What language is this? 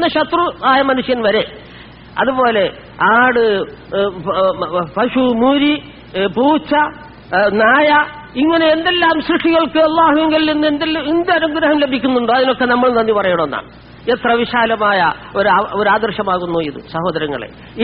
Malayalam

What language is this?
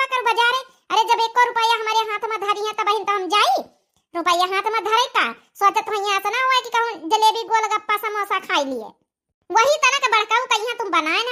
Awadhi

